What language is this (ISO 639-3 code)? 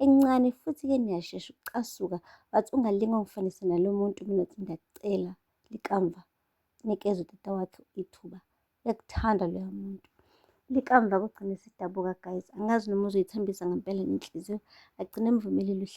zul